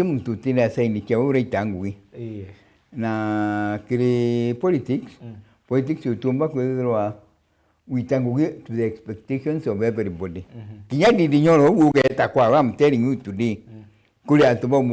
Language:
Meru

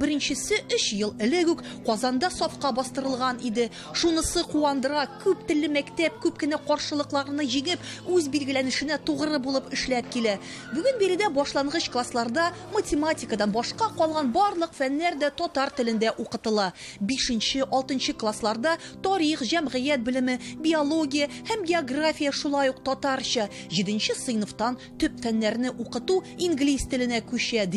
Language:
Tatar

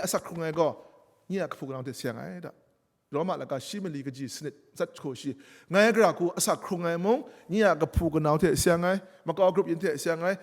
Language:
Kachin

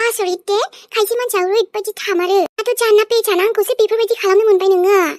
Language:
Bodo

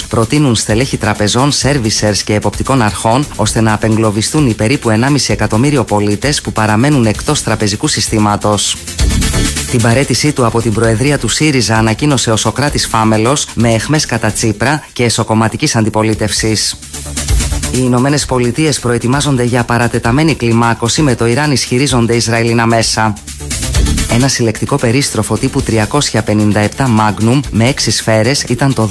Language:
Greek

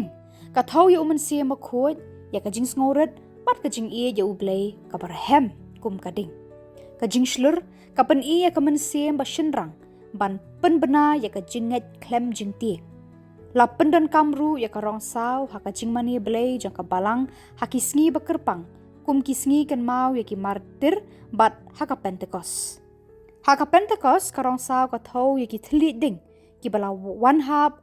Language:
Khasi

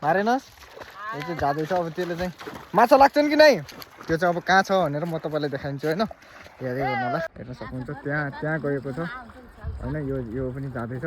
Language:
Nepali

